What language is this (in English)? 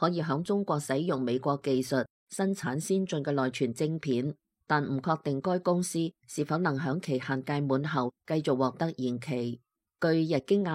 Cantonese